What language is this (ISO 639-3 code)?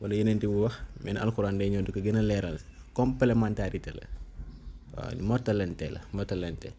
wol